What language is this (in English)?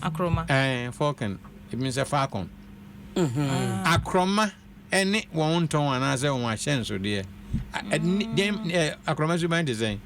Akan